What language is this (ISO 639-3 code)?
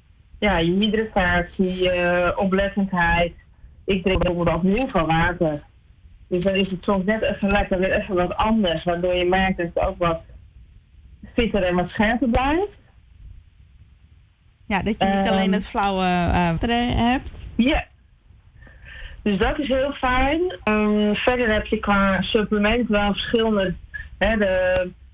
nld